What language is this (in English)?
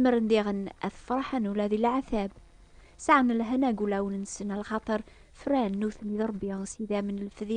Kabyle